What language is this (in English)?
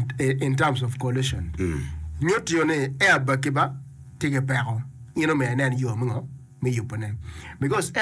Acoli